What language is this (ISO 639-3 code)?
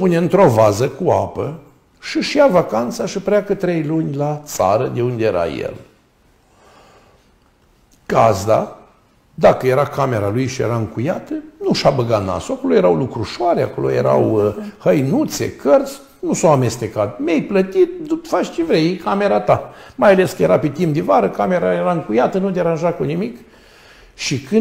ron